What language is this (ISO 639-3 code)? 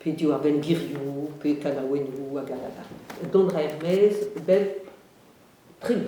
bre